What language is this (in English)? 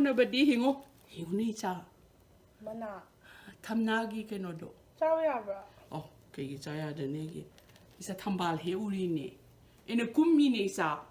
Manipuri